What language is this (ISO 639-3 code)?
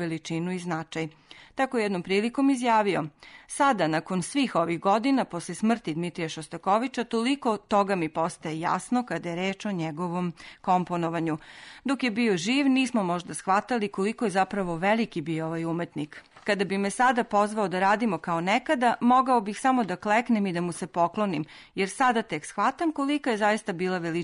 srp